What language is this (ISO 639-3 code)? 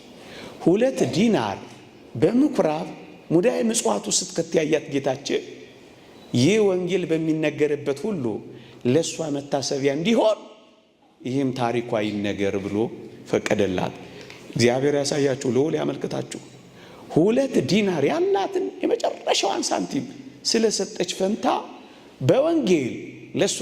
amh